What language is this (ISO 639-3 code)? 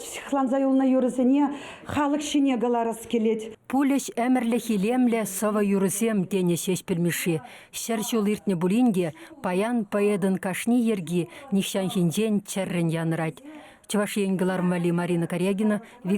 chv